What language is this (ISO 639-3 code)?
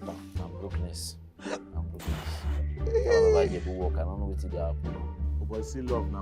pcm